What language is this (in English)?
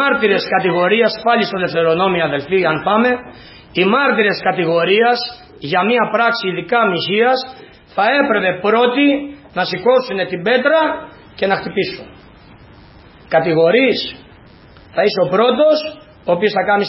Greek